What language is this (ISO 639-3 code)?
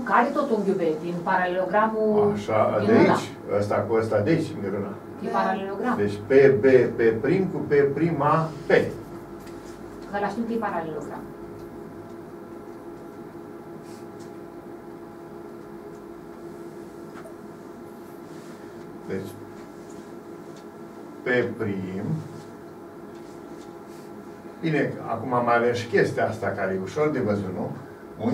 ron